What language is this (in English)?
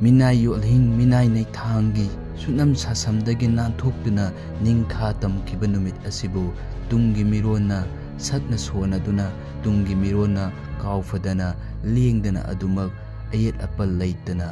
Manipuri